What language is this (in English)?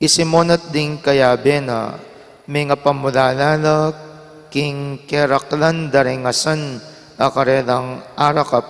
Pampanga